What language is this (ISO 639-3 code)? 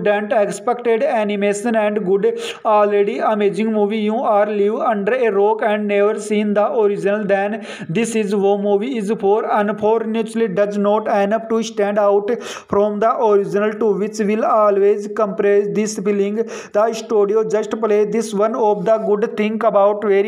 eng